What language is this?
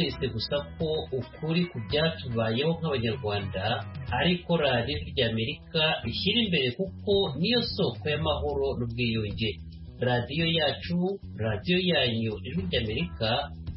Kinyarwanda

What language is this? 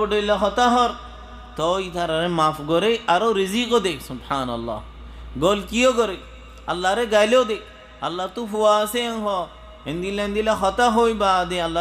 Rohingya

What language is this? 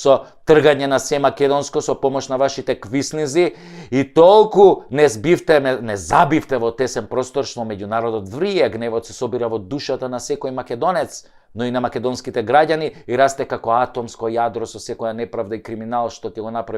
Macedonian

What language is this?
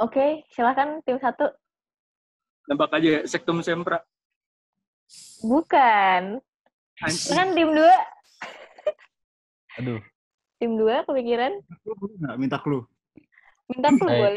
Indonesian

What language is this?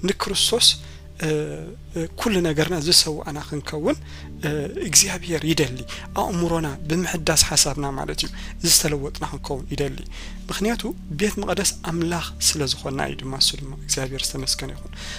Tigrinya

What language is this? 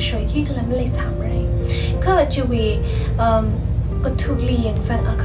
Tangkhul Naga (India)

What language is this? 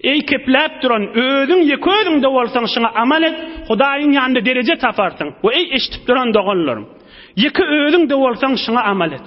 Turkmen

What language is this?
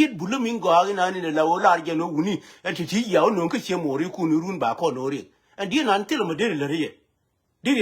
Nuer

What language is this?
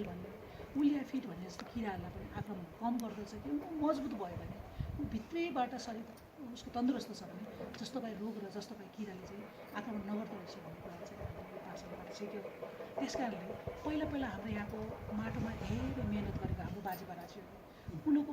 Nepali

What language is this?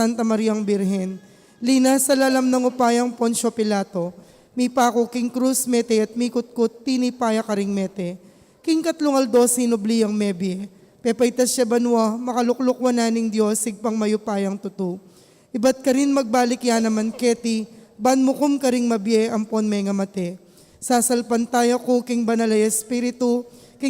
Pampanga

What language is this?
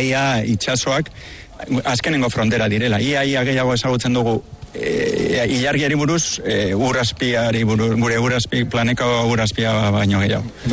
Basque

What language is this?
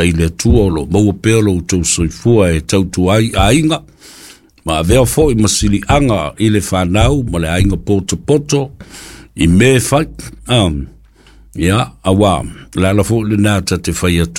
Samoan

